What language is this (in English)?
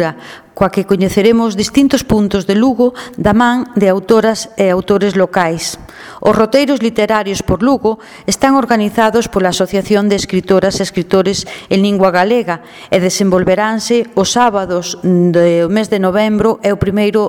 Galician